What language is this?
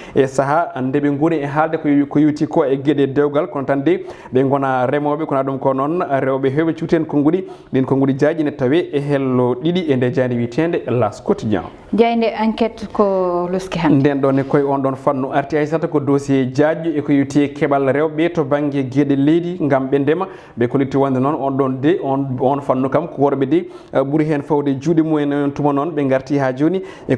Fula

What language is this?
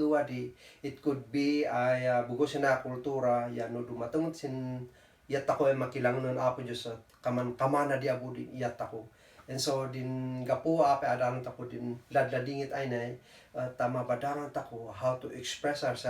Kankanaey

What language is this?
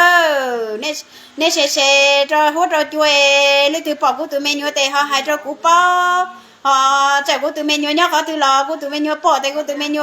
Hmong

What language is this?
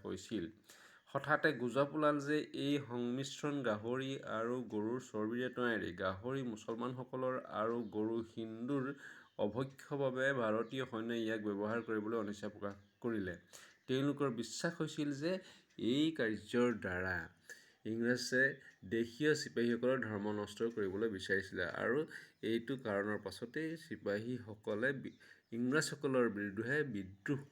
Assamese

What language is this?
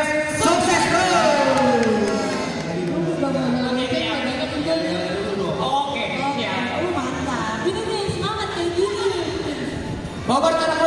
Indonesian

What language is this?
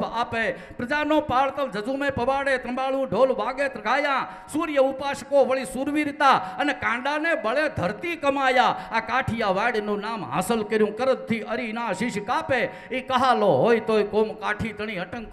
Gujarati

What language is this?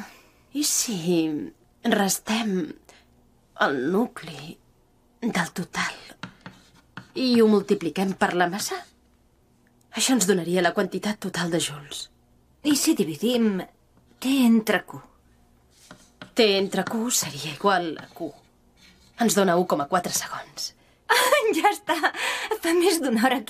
Catalan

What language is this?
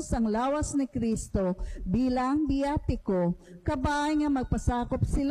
Hiligaynon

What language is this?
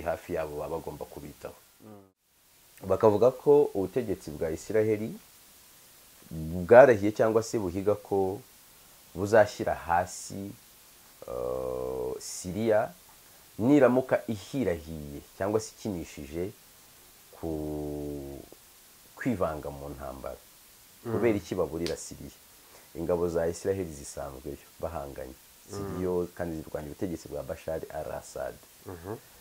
Kinyarwanda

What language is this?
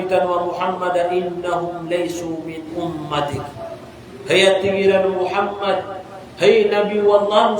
Maranao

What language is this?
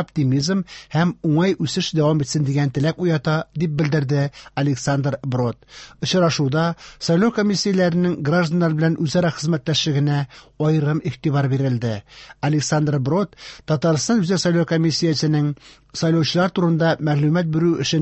Tatar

